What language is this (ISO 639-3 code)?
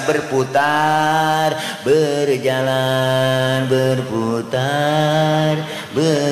bew